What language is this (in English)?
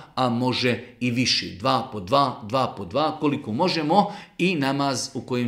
Bosnian